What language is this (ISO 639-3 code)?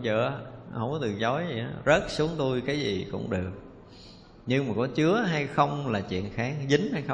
vie